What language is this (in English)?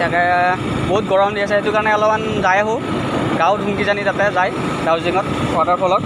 Assamese